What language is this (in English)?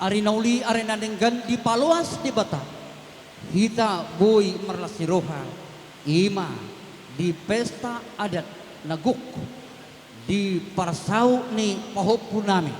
Batak Toba